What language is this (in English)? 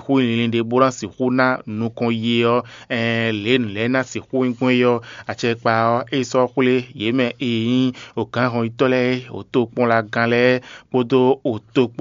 Fon